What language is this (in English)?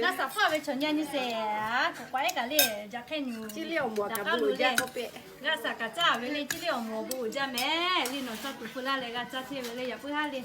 Lahu